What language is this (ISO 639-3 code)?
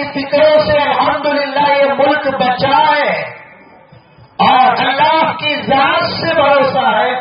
urd